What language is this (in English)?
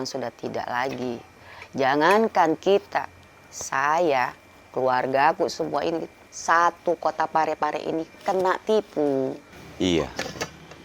Makassar Malay